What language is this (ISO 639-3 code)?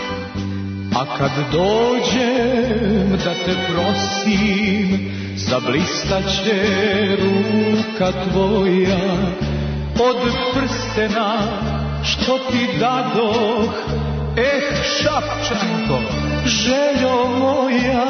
srp